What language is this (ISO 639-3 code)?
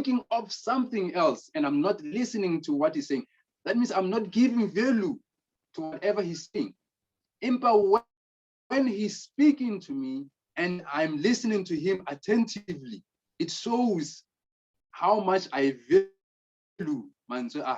sot